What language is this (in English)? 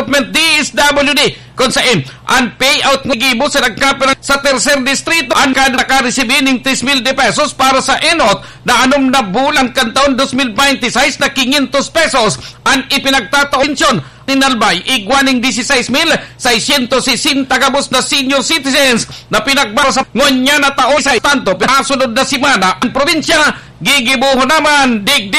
Bikol